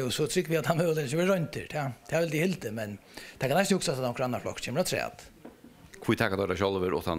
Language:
Faroese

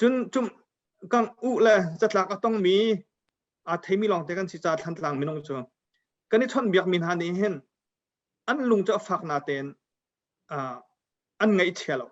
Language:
Hakha Chin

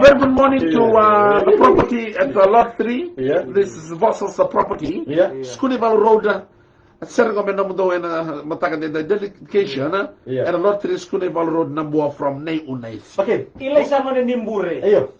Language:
Fijian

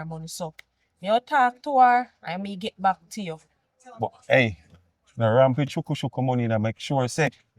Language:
Jamaican Creole English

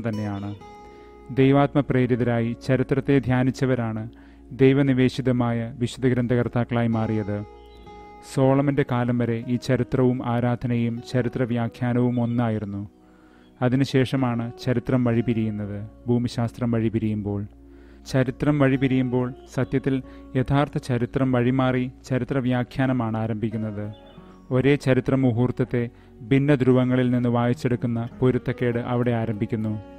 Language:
Malayalam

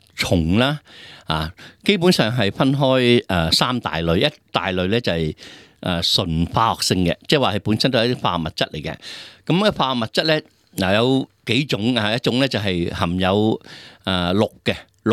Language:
Cantonese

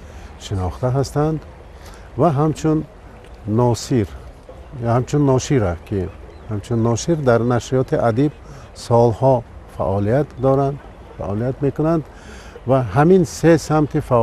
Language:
Tajik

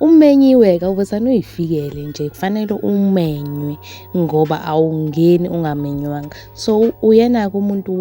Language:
Zulu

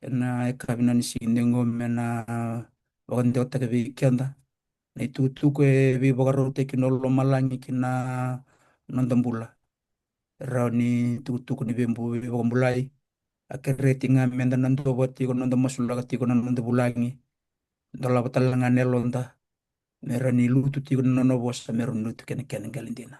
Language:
Fijian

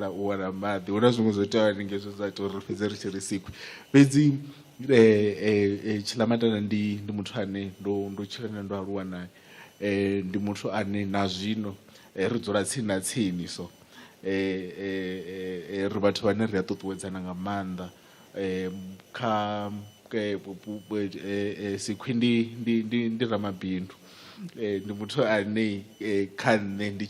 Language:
Venda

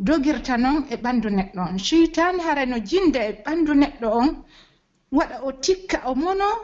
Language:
Pular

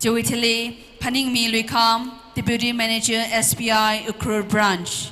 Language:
Tangkhul Naga (India)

